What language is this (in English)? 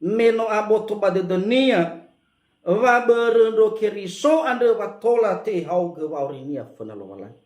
Nias